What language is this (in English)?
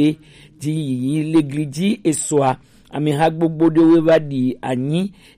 Gen